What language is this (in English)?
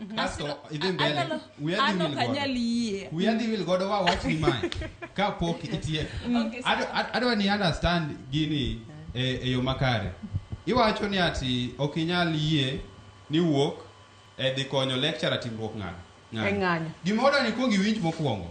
Luo (Kenya and Tanzania)